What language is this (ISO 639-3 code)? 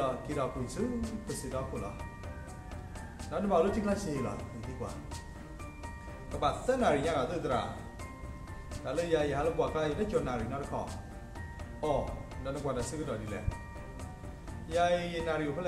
ksw